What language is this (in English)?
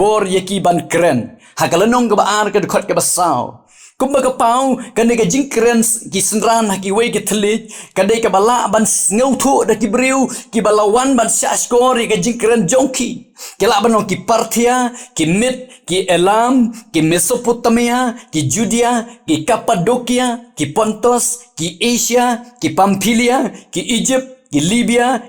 Khasi